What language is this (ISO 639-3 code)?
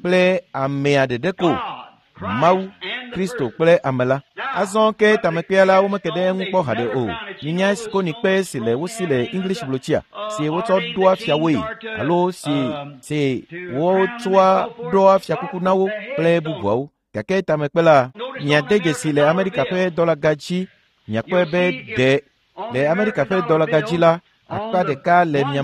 ewe